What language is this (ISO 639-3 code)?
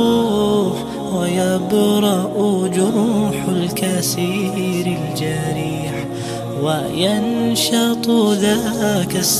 che